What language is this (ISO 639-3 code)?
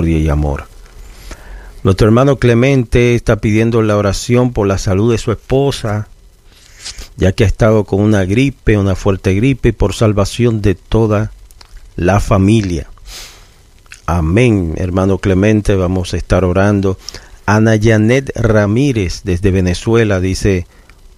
spa